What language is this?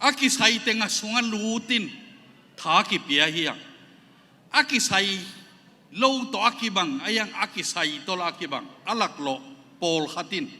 Tedim Chin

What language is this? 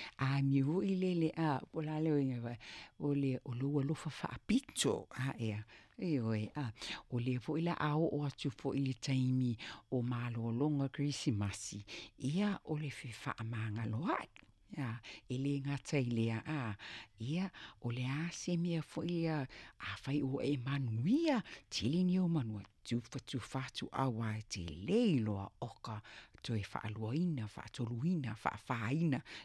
Samoan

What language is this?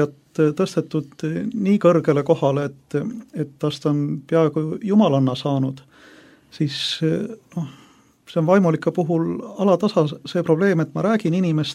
Estonian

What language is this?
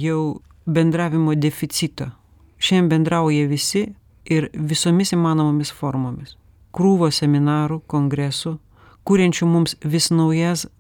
Lithuanian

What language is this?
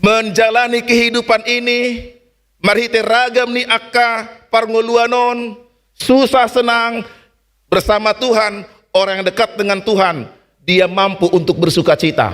Batak Toba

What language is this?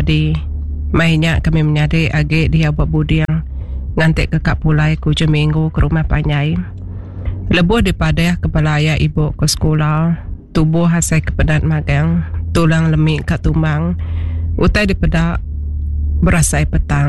Iban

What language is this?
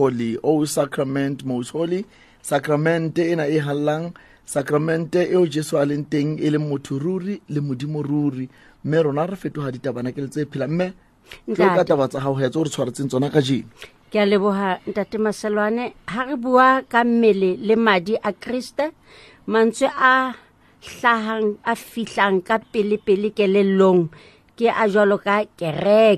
Southern Sotho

